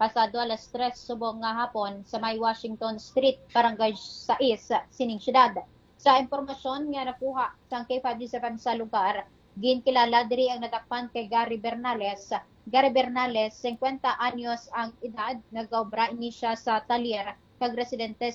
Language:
Hiligaynon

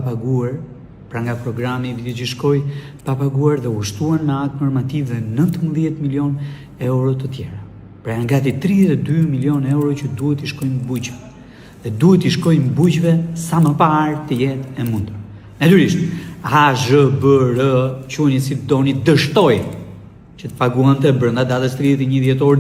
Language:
Albanian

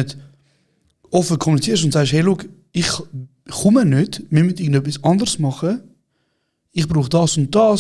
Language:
Swiss German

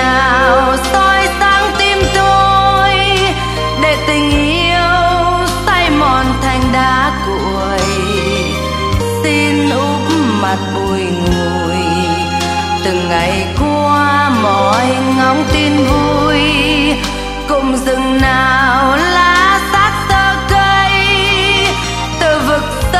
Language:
Vietnamese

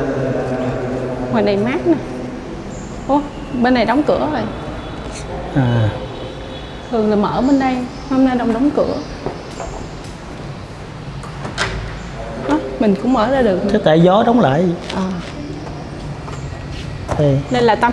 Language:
Vietnamese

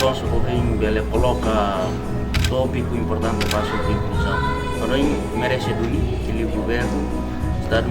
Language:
Tetum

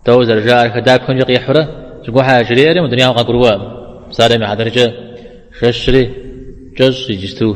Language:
Kabardian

